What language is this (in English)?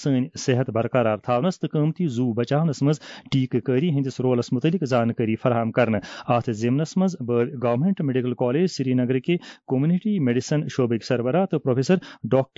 Kashmiri